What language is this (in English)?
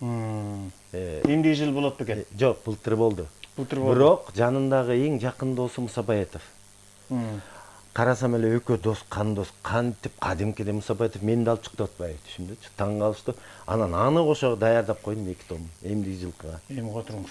Kyrgyz